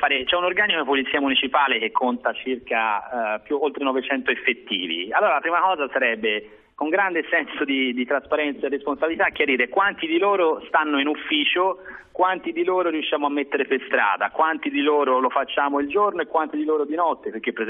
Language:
Italian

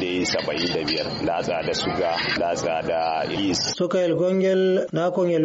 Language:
Nigerian Fulfulde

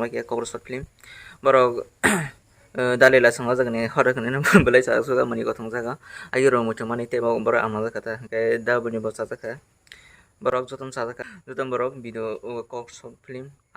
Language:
Kok Borok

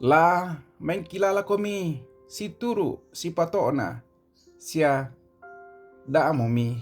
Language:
Toraja-Sa'dan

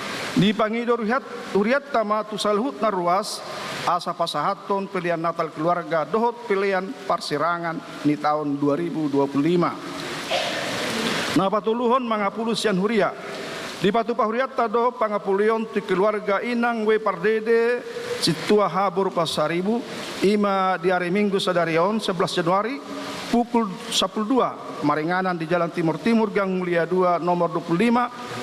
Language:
Batak Toba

